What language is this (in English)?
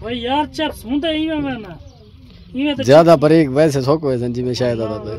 Saraiki